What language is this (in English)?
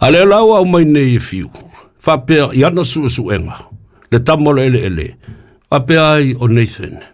Samoan